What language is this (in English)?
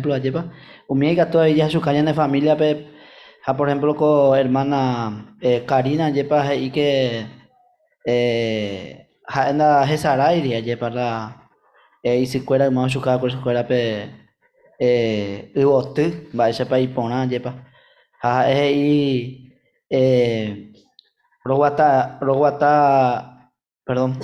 Guarani